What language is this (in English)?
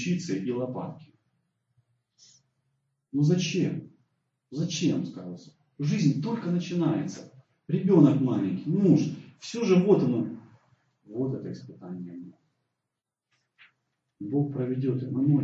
Russian